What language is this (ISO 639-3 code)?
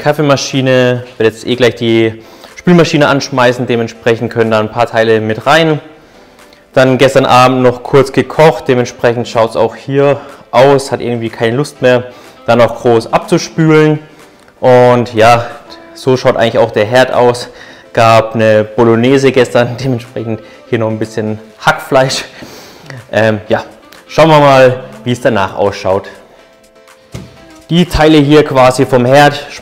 deu